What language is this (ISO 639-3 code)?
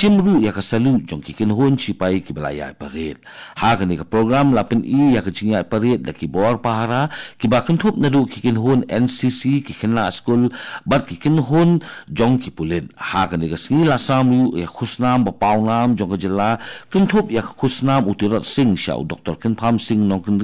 kha